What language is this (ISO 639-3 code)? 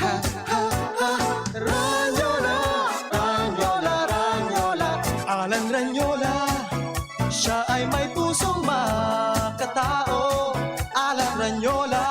bik